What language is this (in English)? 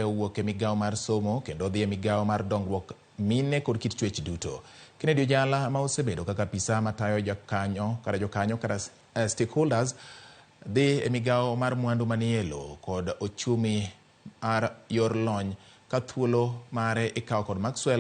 Luo (Kenya and Tanzania)